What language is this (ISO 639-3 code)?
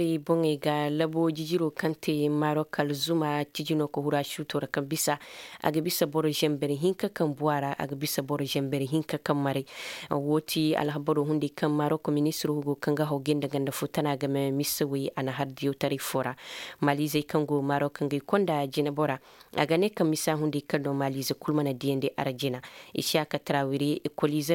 dje